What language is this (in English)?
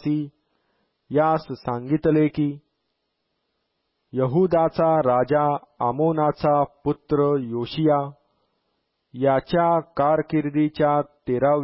Marathi